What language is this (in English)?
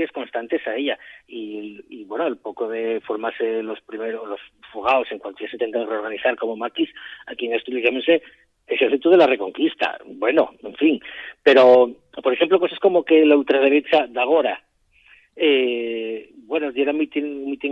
Asturian